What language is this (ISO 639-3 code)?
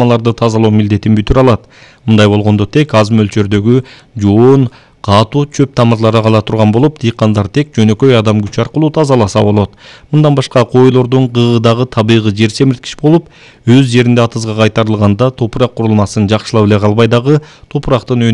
kir